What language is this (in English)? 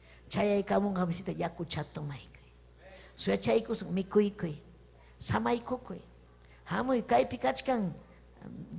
Ayacucho Quechua